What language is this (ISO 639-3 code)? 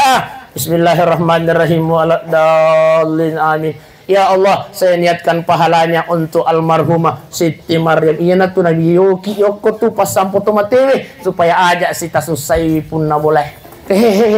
bug